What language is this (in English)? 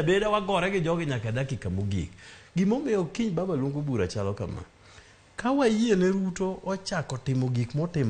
Luo (Kenya and Tanzania)